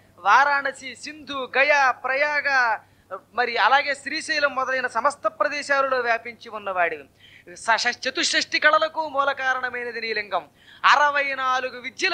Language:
Telugu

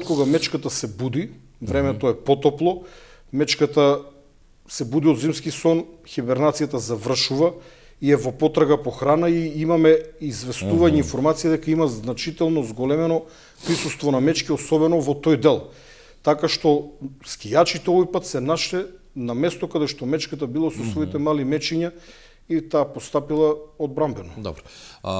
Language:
Macedonian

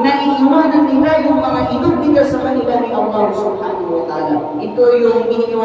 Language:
Maranao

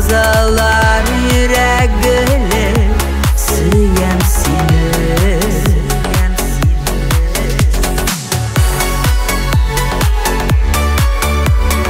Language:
Tatar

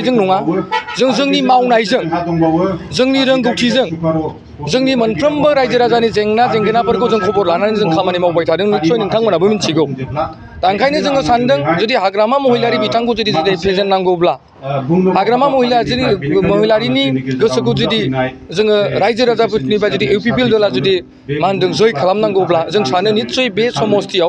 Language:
Bodo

